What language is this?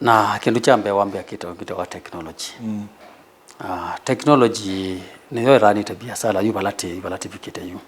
Kamba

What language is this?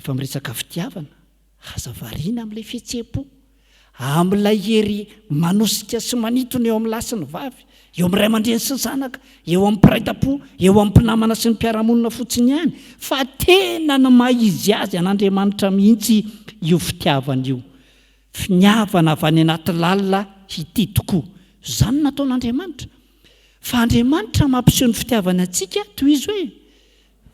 Malagasy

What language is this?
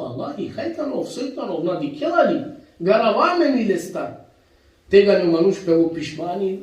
Balkan Romani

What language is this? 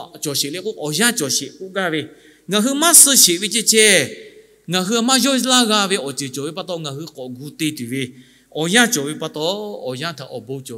Lahu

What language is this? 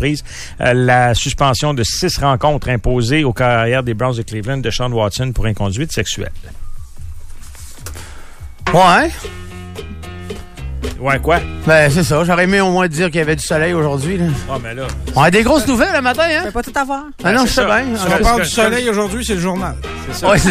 French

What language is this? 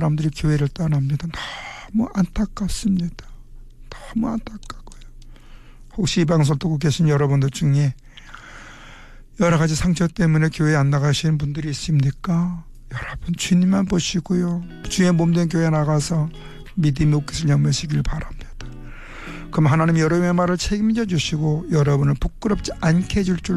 Korean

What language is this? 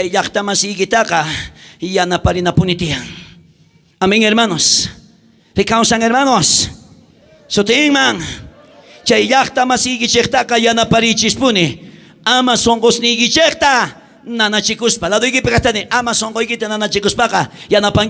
South Bolivian Quechua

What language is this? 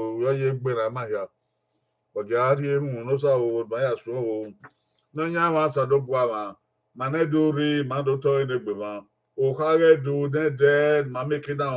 Bini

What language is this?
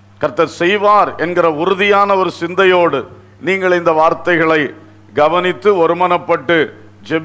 Tamil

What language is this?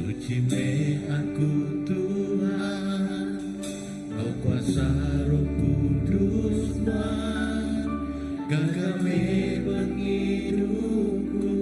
Iban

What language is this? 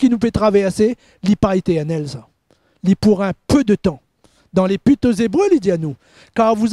Morisyen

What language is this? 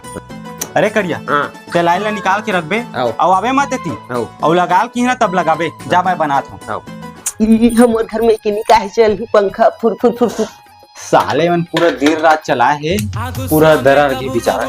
Chhattisgarhi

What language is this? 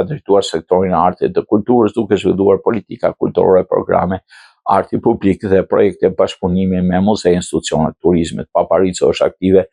Albanian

